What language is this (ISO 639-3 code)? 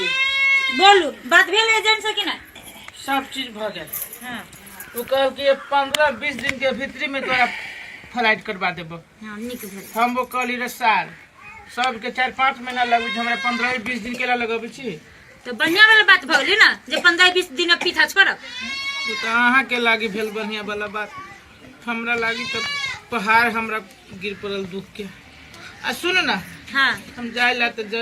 mai